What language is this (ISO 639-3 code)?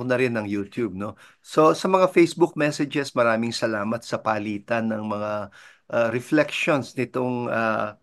fil